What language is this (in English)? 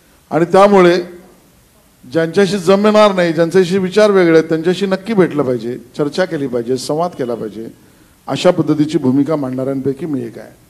Marathi